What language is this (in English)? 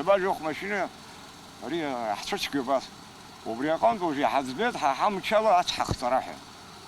Abkhazian